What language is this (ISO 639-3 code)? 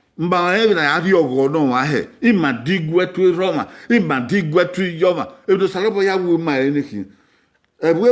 bin